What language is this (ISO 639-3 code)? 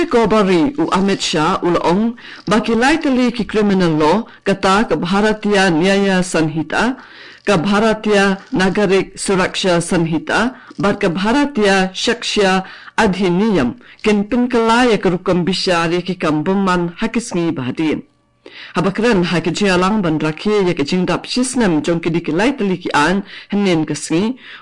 kha